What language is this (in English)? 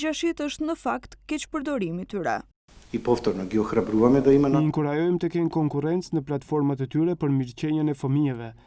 Albanian